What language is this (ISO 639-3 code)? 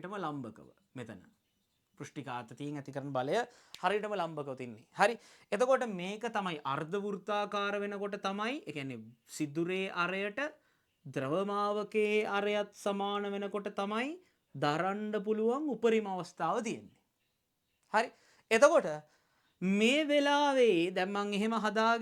sin